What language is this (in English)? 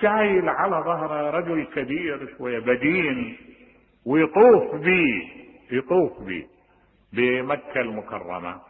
Mesopotamian Arabic